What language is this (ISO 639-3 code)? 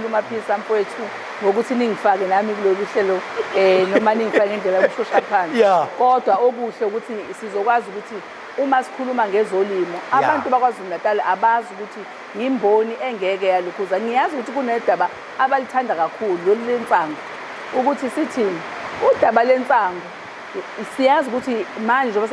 zul